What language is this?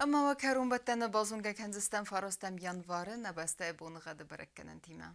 Ossetic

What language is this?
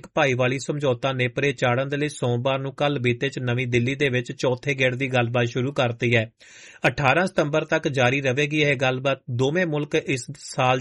Punjabi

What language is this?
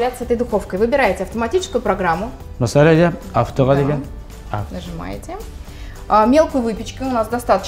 Tatar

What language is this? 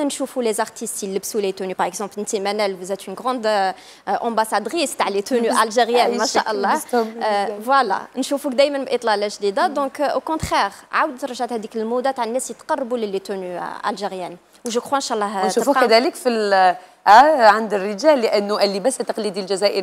Algerian Arabic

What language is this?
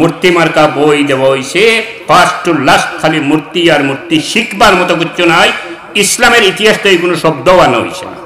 Sylheti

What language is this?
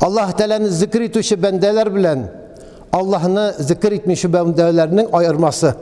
Tatar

